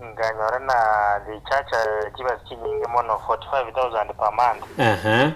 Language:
Gusii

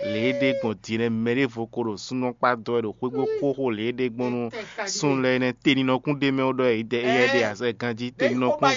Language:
Fon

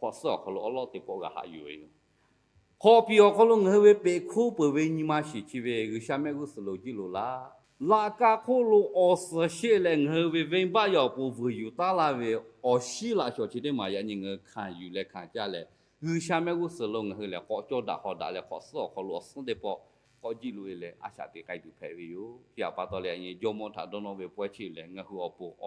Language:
Lahu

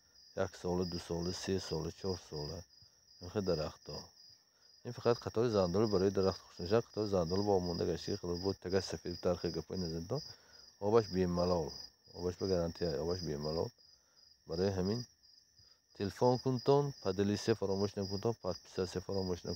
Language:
Tajik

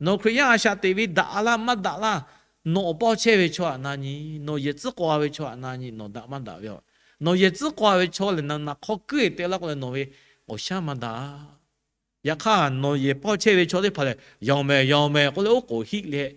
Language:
Lahu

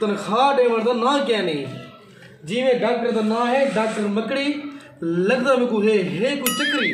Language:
Saraiki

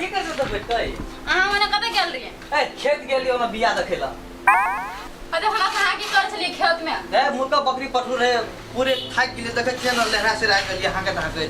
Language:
Maithili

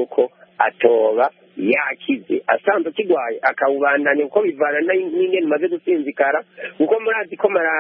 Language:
Rundi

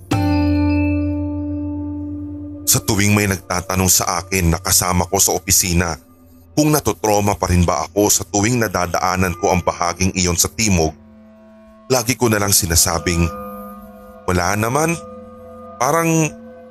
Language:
Filipino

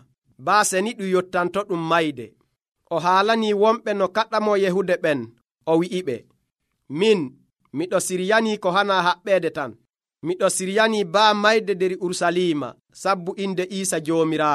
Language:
Nigerian Fulfulde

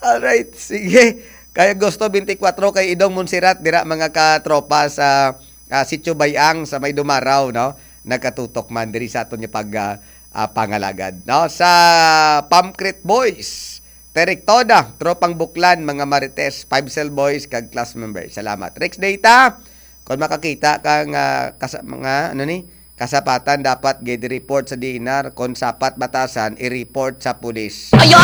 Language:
Hiligaynon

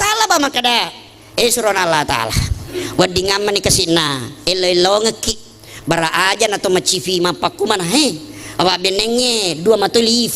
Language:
Buginese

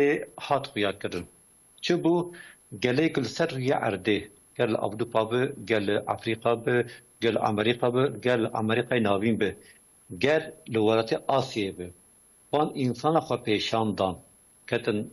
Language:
Kurdish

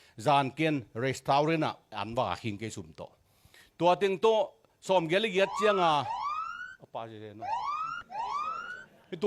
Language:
Tedim Chin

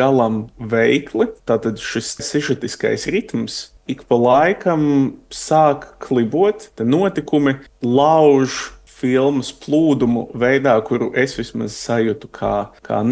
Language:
Latvian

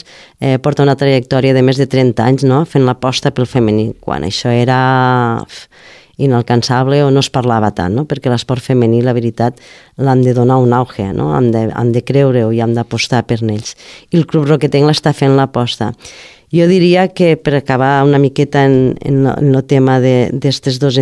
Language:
Catalan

